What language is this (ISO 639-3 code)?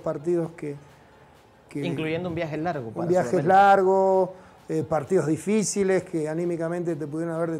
spa